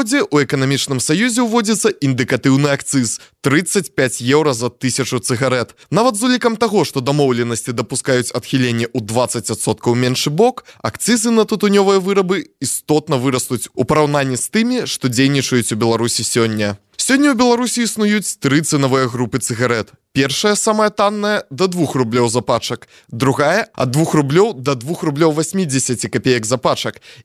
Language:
Belarusian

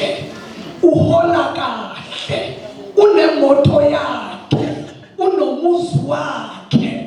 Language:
Zulu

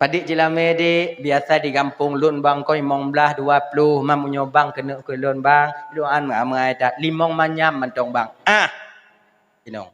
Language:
Achinese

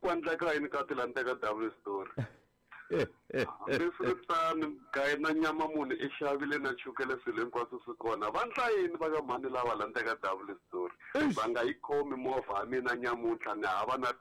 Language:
Tsonga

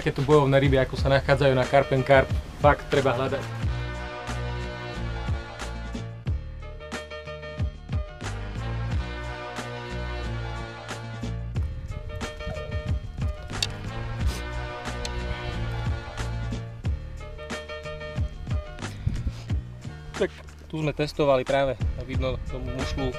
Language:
Slovak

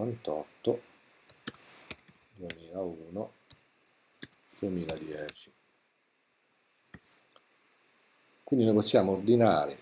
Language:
Italian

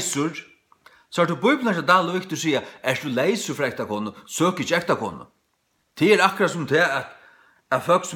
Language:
Faroese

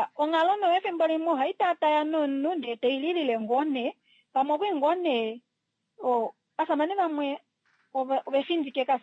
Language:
Kuanyama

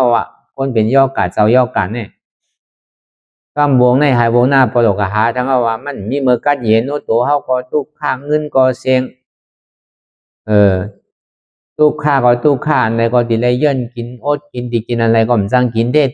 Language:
Shan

